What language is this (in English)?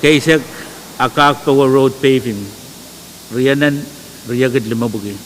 Pohnpeian